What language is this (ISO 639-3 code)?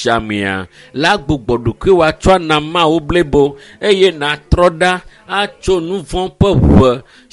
ewe